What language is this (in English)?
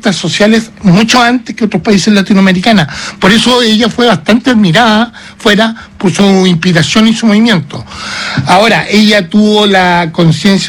Spanish